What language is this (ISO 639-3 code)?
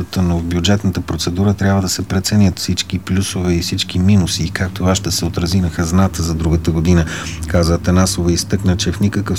bul